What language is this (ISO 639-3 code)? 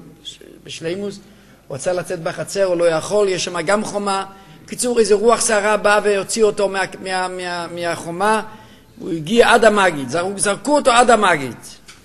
heb